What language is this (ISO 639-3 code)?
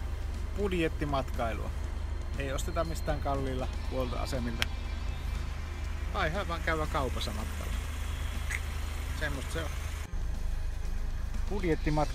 fin